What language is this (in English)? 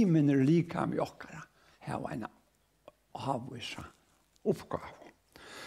Faroese